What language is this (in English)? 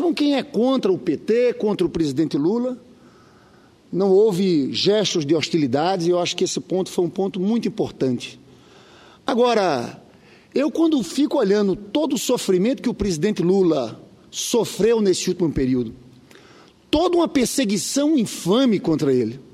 Portuguese